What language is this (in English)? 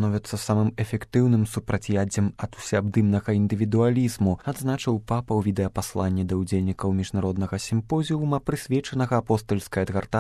Belarusian